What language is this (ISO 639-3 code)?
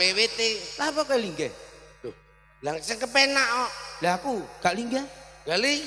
jav